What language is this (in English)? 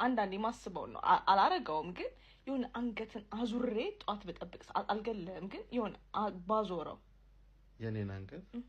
Amharic